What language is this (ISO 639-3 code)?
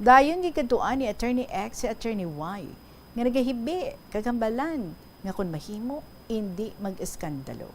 hil